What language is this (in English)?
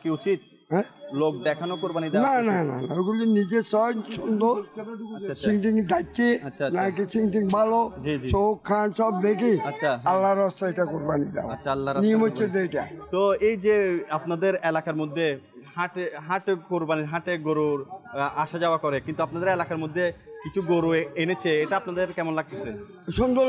Bangla